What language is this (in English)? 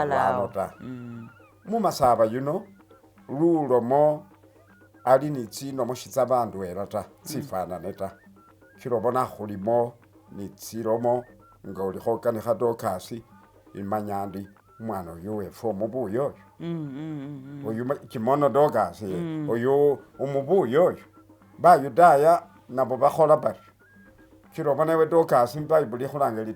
Masaaba